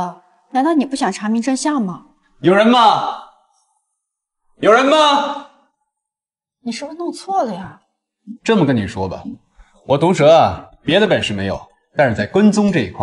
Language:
Chinese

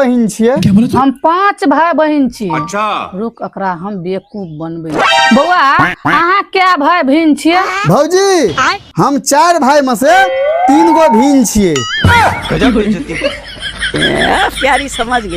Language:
Maithili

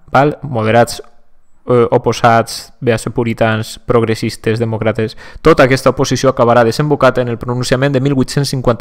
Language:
Catalan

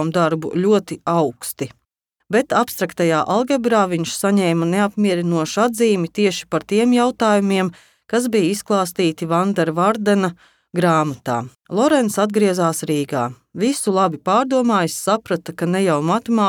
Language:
Latvian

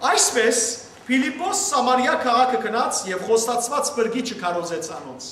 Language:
Western Armenian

